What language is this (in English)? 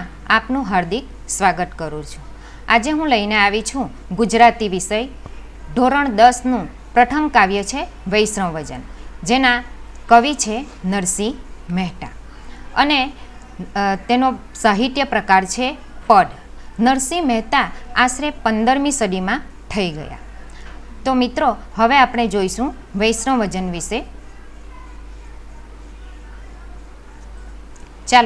Gujarati